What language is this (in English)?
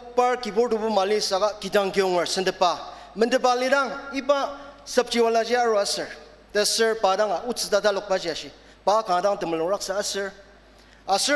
Ao Naga